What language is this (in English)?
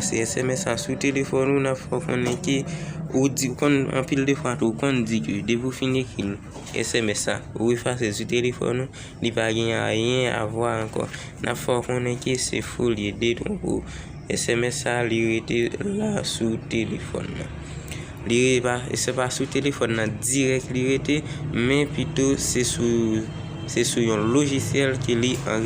Haitian Creole